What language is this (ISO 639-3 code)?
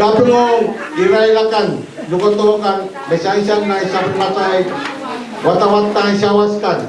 pon